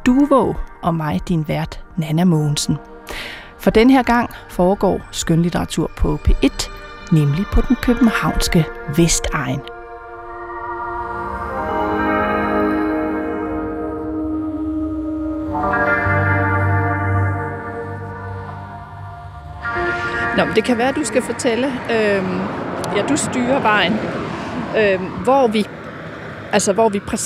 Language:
Danish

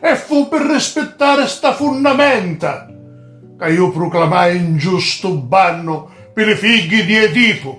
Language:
Sicilian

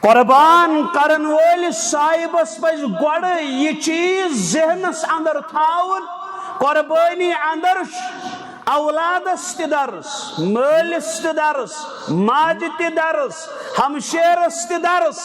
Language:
Kashmiri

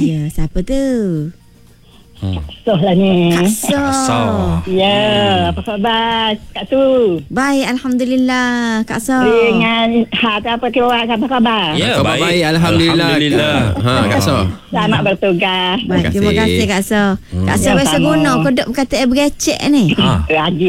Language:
Malay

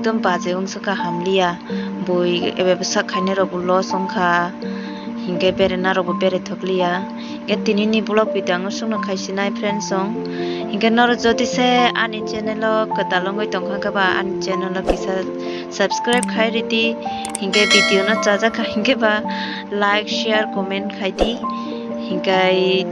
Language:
Kok Borok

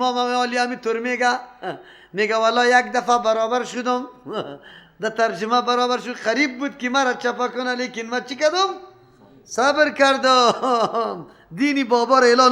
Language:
Persian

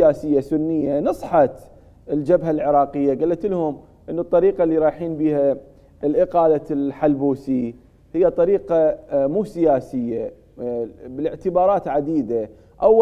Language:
Mesopotamian Arabic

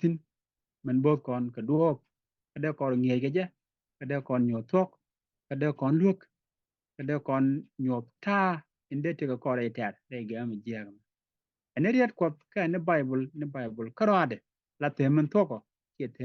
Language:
Nuer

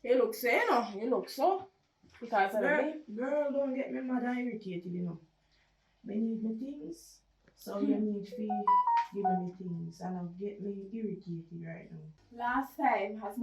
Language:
Jamaican Creole English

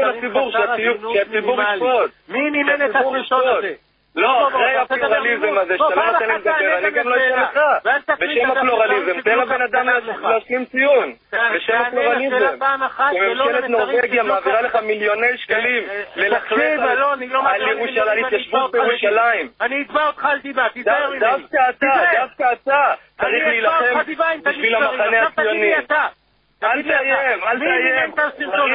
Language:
Hebrew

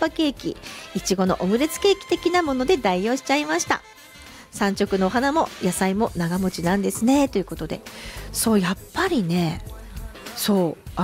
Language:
Japanese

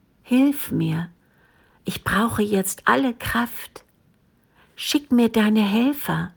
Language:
German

